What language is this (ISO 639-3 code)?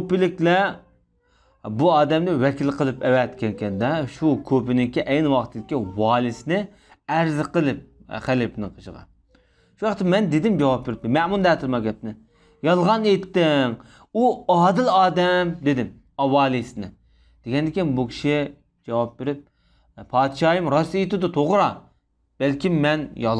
uig